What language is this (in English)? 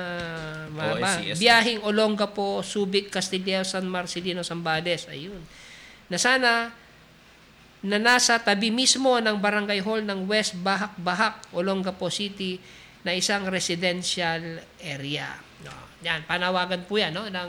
Filipino